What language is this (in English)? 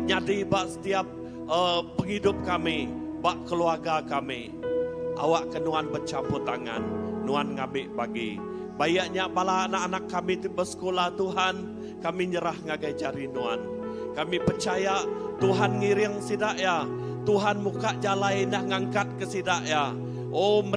Iban